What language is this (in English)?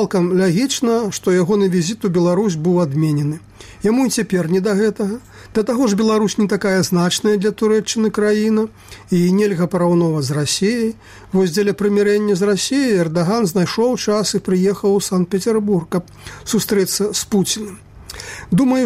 Belarusian